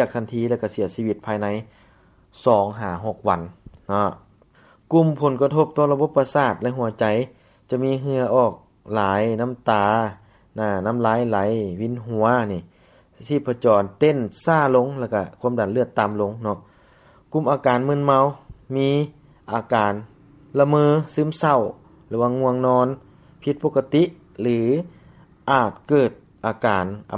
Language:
Lao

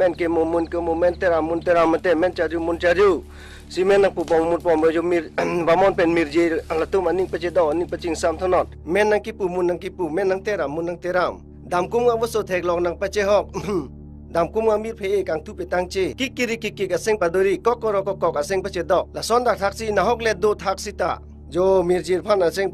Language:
Karbi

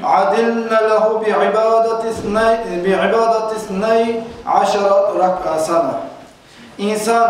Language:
Kumyk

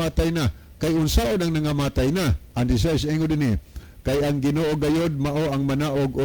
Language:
Cebuano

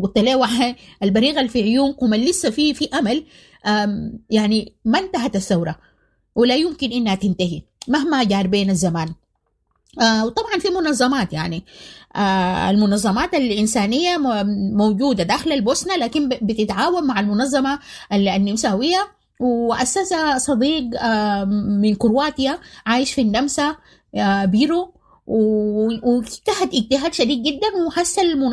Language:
Sudanese Arabic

